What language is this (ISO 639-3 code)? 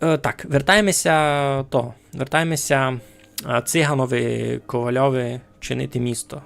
rue